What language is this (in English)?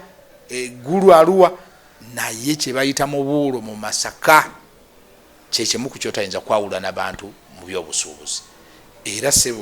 Ganda